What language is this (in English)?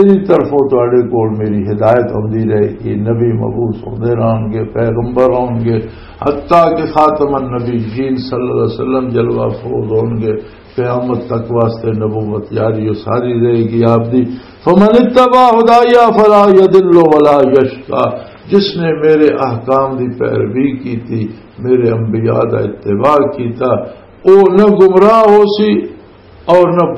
Western Panjabi